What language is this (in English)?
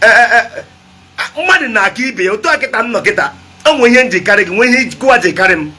Igbo